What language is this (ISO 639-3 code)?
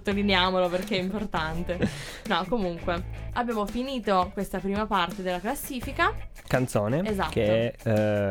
ita